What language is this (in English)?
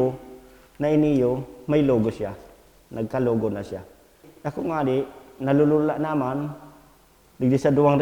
Bikol